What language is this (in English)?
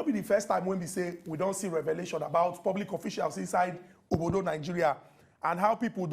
Nigerian Pidgin